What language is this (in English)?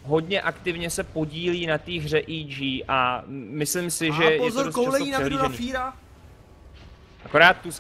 Czech